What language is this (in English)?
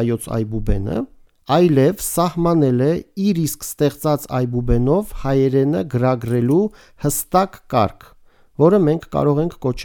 Armenian